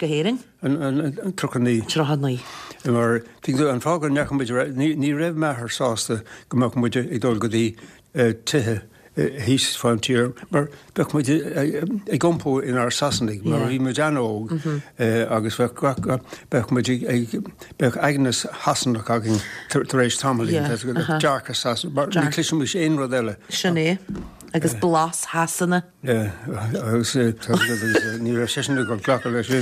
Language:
Irish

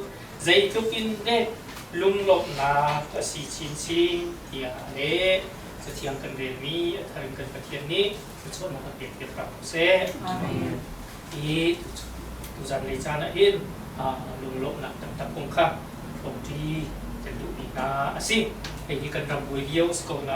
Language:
Hakha Chin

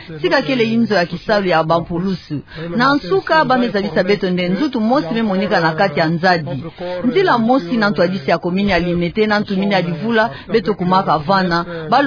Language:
Kituba (Democratic Republic of Congo)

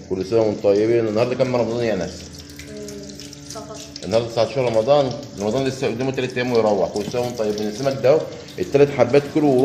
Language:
Egyptian Arabic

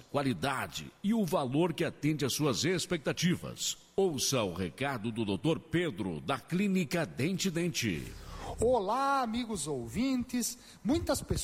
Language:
Portuguese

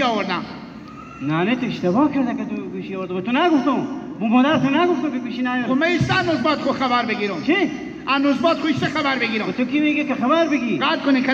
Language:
Hazaragi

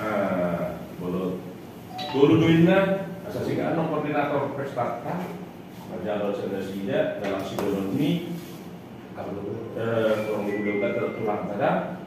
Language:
Batak Toba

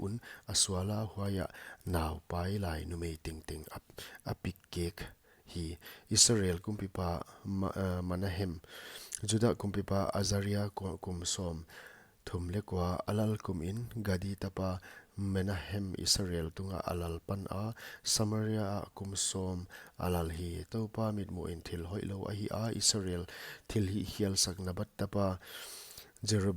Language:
Paite Chin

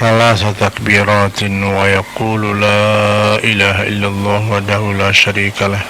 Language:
Buginese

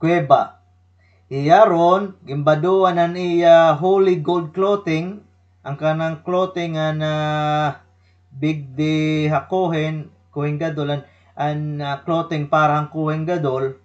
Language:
Waray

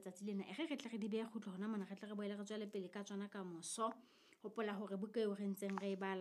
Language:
Southern Sotho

